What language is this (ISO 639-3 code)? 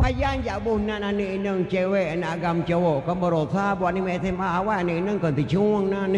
ace